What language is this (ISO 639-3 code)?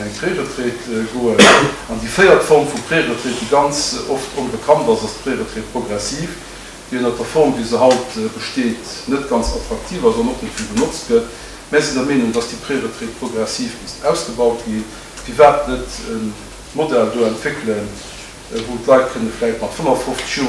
ltz